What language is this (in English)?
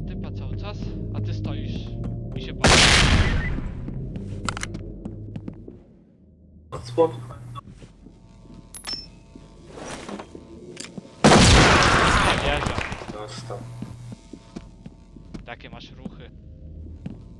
Polish